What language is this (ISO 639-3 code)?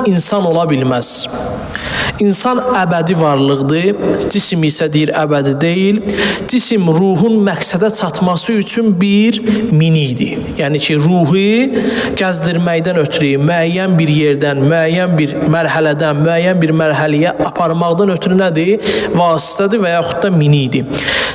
aze